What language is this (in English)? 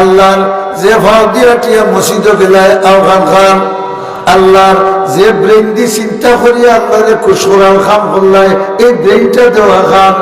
Sylheti